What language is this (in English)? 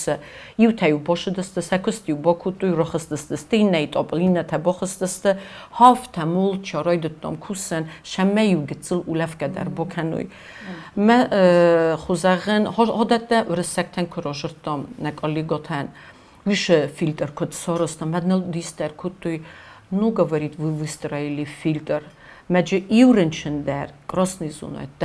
Ossetic